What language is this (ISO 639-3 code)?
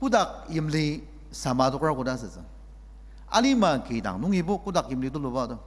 njo